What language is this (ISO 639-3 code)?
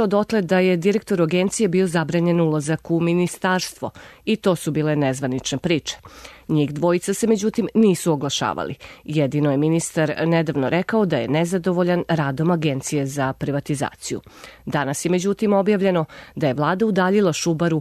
srp